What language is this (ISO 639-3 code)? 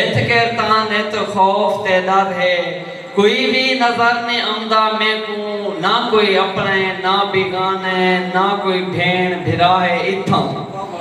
skr